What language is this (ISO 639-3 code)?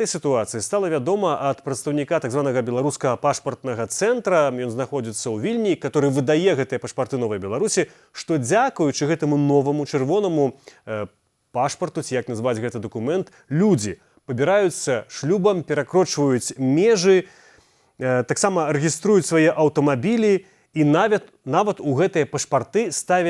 bel